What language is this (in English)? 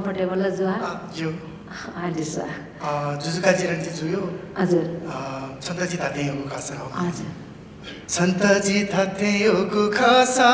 Newari